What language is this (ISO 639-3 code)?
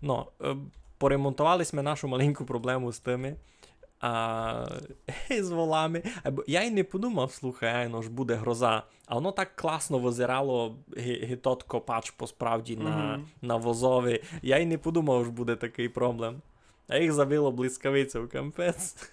rue